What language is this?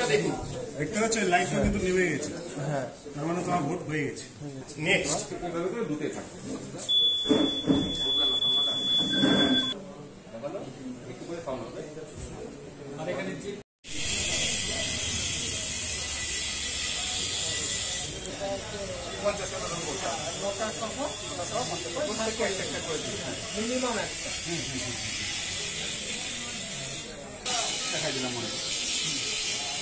Bangla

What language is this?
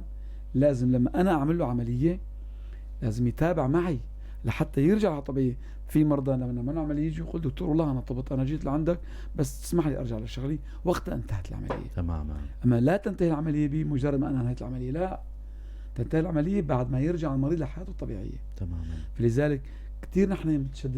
North Levantine Arabic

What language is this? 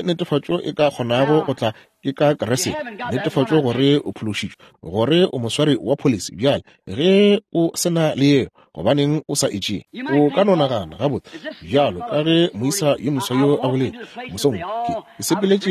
Northern Sotho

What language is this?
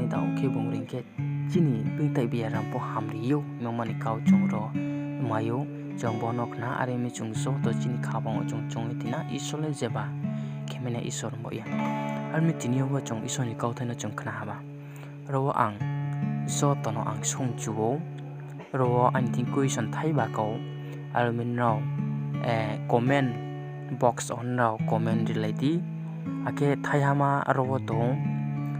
Riang (India)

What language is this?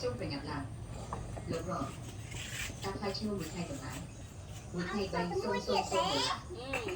Khmer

